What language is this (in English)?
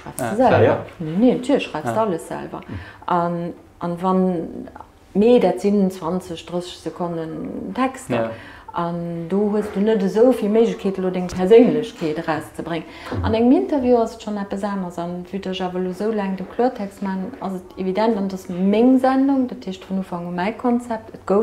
Luxembourgish